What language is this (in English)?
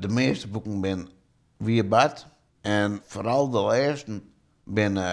Western Frisian